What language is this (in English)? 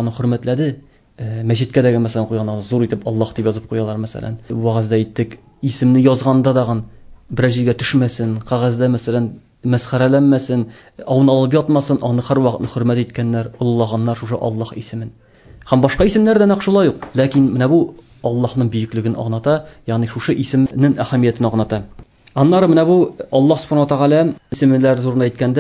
Tatar